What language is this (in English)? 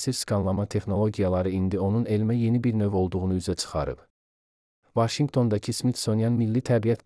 Azerbaijani